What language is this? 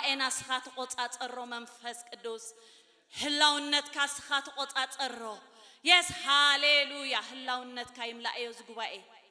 Tigrinya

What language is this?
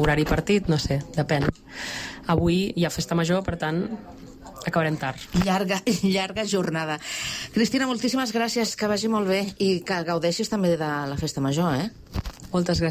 Catalan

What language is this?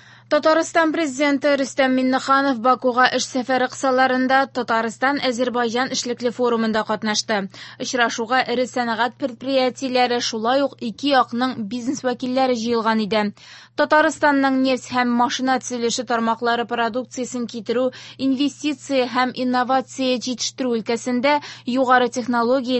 Tatar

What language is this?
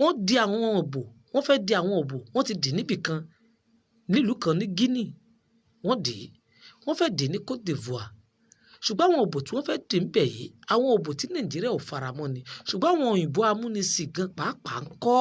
Yoruba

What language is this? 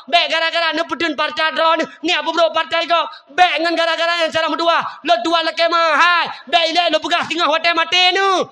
Achinese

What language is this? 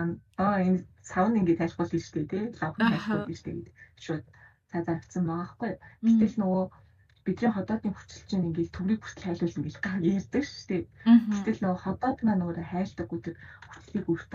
Mongolian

